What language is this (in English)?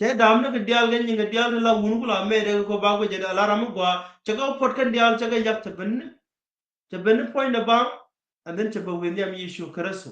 Nuer